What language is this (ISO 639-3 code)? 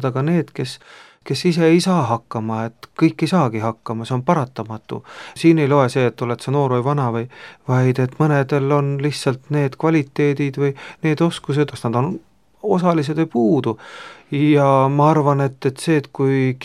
est